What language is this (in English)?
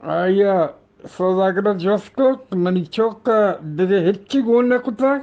Eastern Balochi